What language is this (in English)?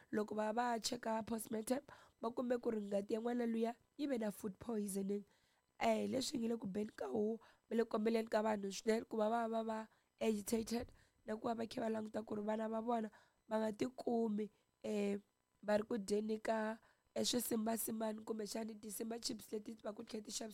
Tsonga